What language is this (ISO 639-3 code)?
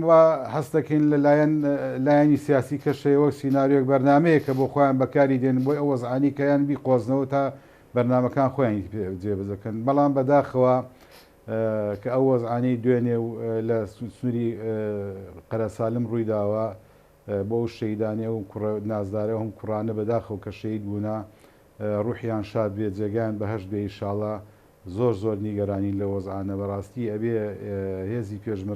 ckb